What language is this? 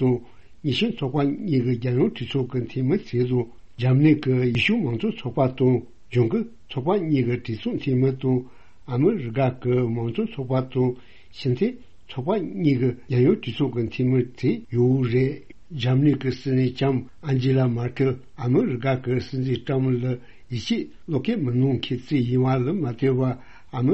Tibetan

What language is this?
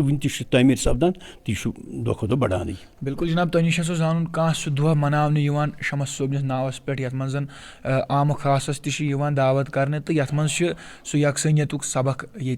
Kashmiri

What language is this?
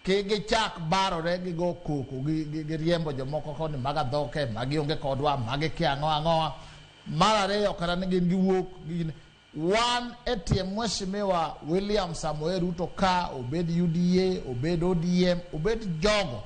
Luo (Kenya and Tanzania)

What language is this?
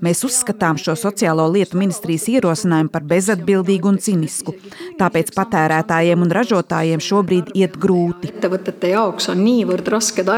Latvian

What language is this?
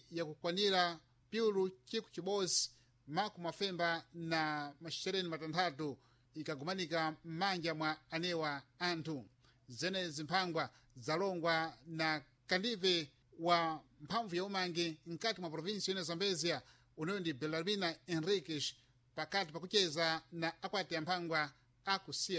Sena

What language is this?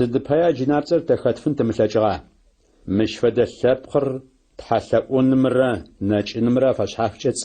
Adyghe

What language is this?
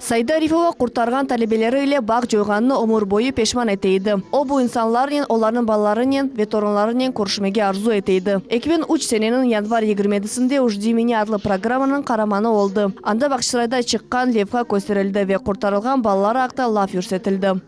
Crimean Tatar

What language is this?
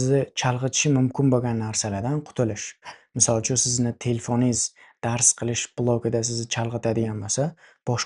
Uzbek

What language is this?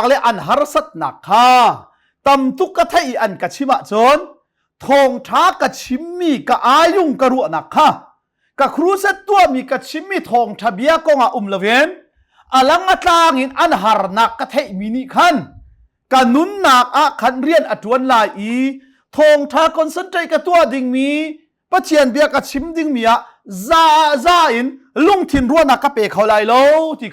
Hakha Chin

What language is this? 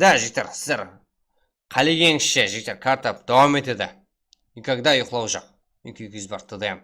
Kara-Kalpak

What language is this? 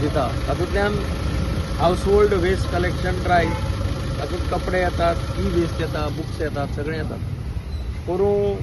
Konkani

